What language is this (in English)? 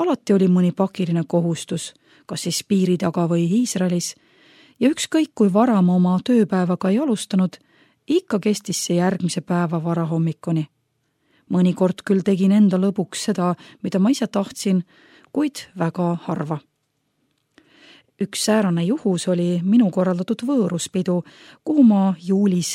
Estonian